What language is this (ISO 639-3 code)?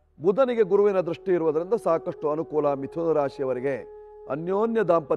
kan